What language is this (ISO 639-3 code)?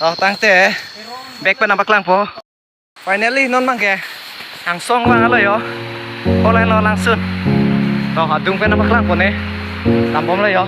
mjw